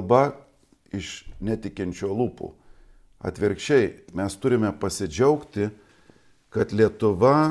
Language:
Lithuanian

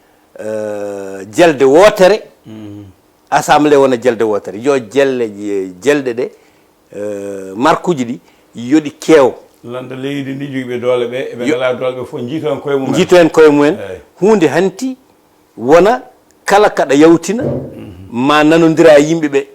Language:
Fula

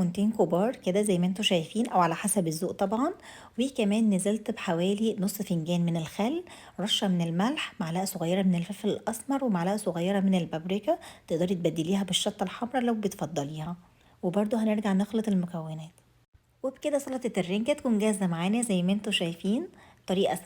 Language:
Egyptian Arabic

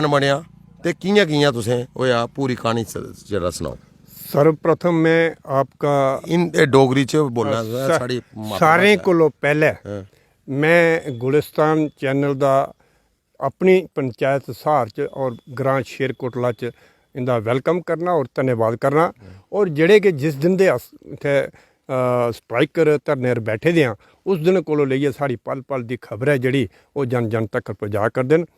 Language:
Dogri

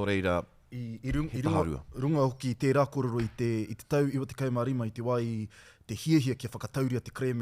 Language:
Māori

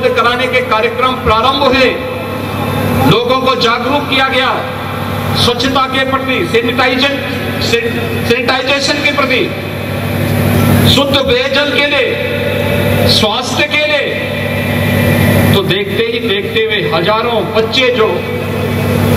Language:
Hindi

